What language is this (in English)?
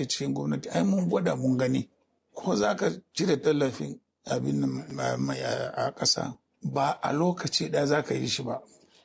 Hausa